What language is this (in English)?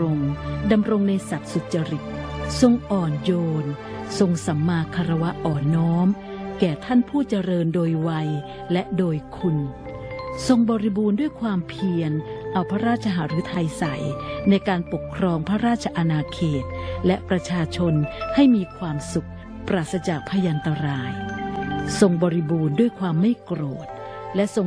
Thai